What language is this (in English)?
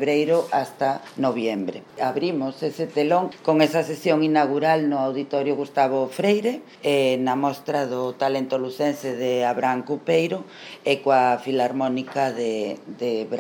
Galician